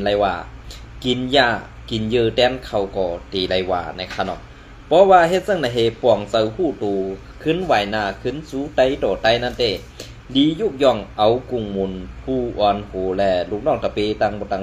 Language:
Shan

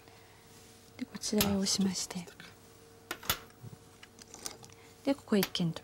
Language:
Japanese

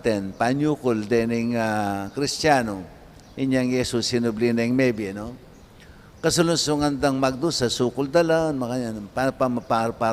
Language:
Pampanga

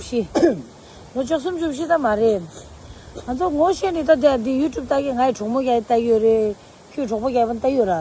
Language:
Tibetan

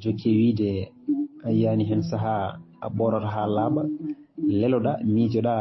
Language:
Fula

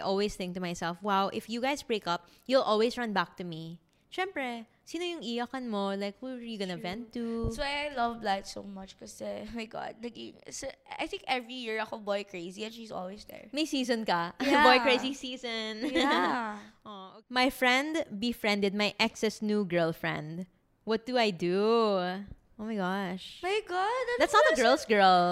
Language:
Filipino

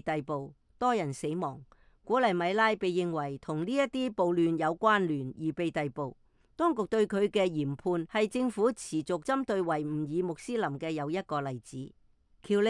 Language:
Cantonese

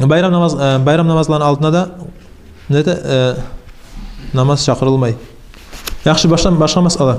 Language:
Kumyk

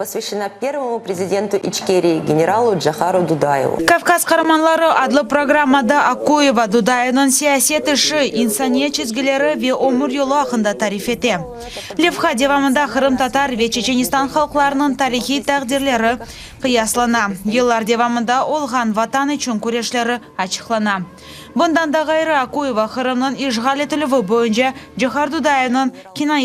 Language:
Crimean Tatar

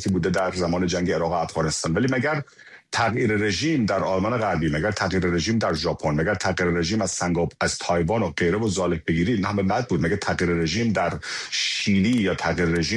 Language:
Persian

